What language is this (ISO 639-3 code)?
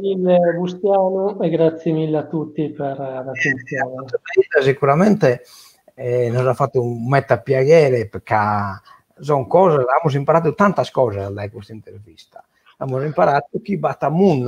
srd